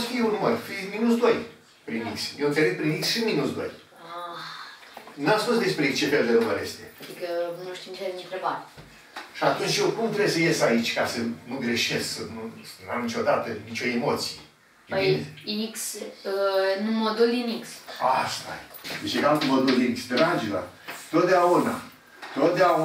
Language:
Romanian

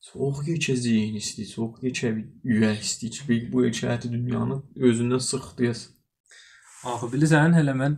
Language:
South Azerbaijani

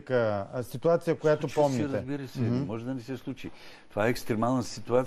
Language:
Bulgarian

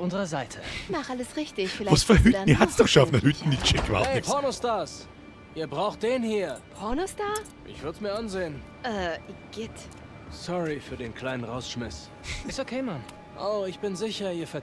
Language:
Bavarian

